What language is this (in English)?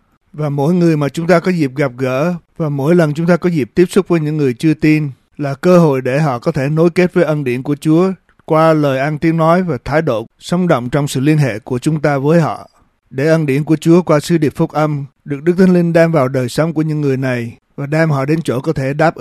Vietnamese